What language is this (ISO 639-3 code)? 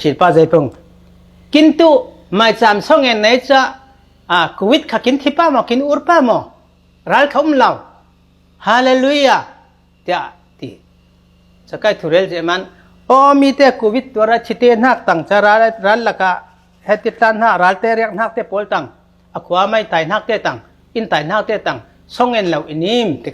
cfm